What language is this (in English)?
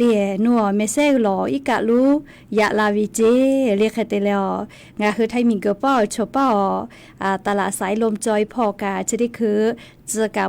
Lahu